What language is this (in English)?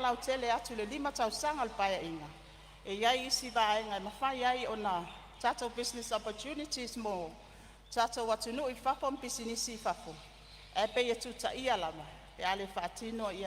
Samoan